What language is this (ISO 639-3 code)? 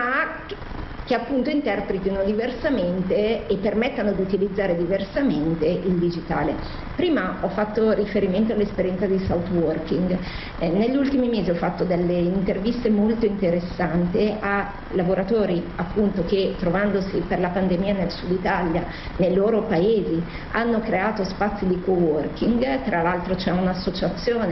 ita